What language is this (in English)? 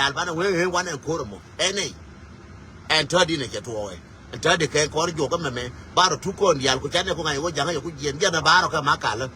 Nuer